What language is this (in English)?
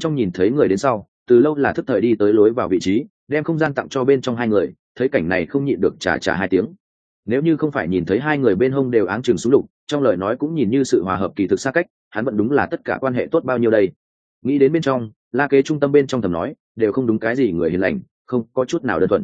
Vietnamese